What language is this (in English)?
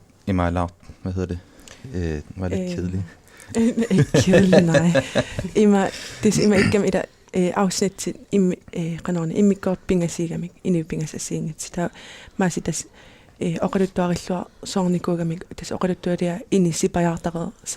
Kalaallisut